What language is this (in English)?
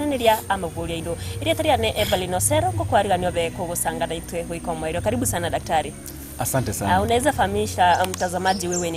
Gusii